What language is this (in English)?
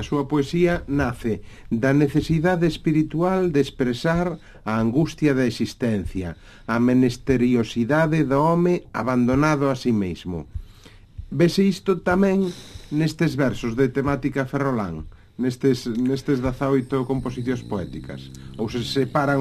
Galician